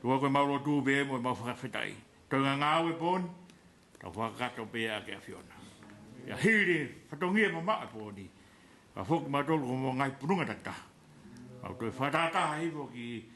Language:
Tongan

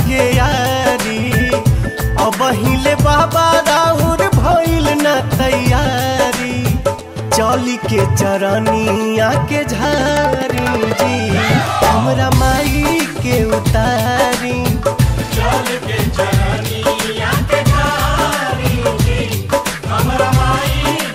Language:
Bhojpuri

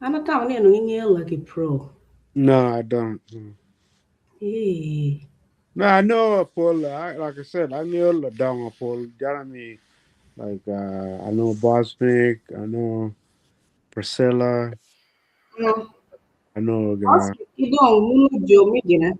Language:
Acoli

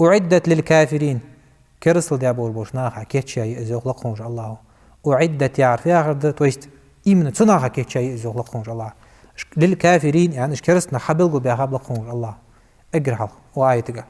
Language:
Ingush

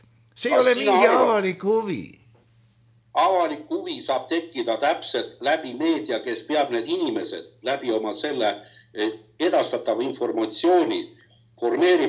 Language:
Estonian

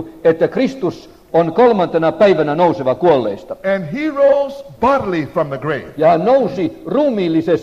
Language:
Finnish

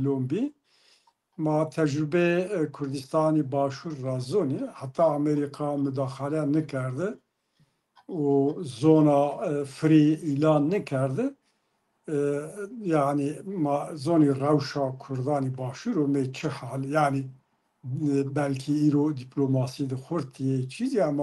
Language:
Zaza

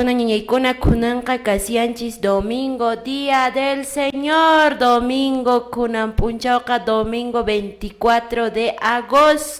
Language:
Quechua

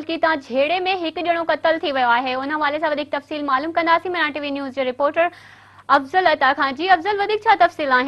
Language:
Sindhi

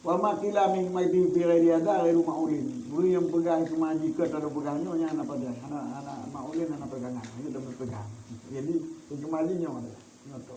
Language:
Achinese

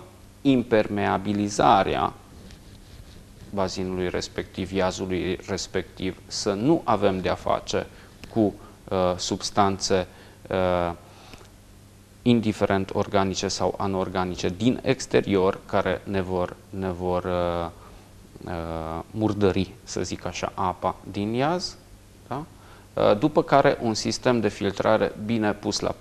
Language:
Romanian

